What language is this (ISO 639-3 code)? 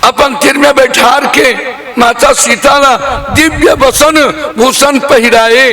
hne